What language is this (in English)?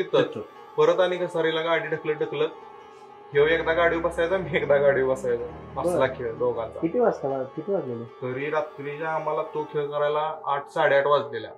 Marathi